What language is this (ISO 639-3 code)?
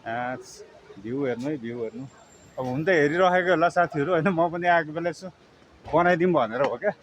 nep